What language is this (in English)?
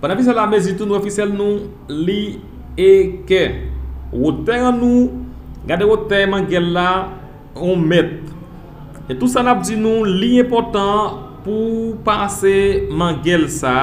Haitian Creole